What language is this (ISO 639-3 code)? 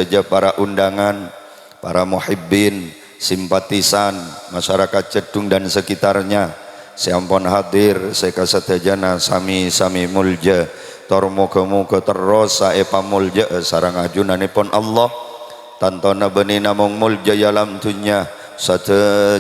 mad